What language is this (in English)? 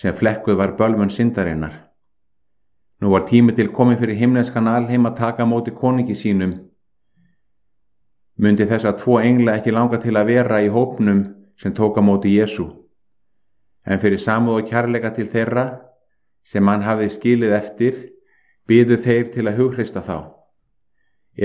Icelandic